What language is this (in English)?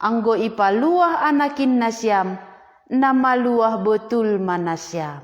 Batak Simalungun